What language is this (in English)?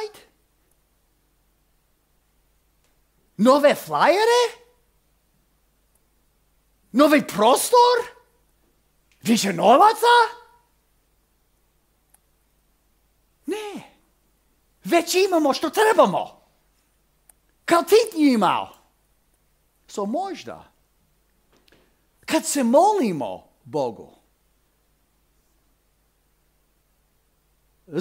Croatian